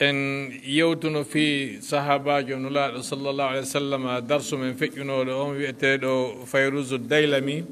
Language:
Fula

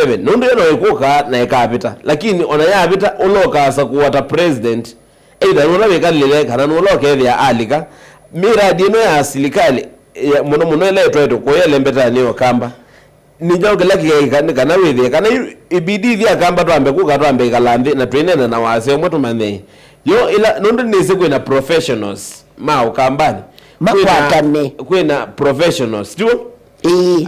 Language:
Kamba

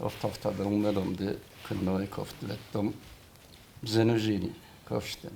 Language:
Ossetic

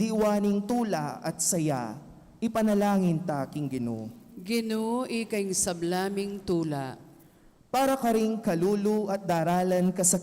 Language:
Pampanga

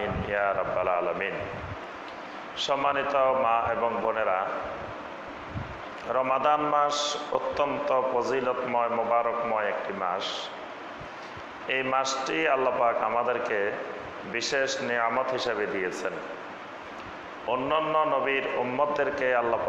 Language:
Bangla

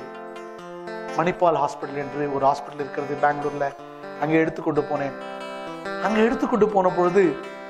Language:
Tamil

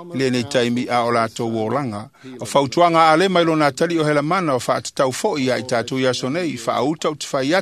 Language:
Samoan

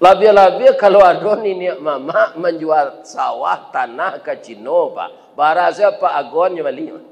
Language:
Minangkabau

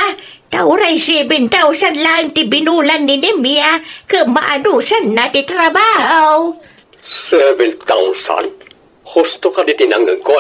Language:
Iloko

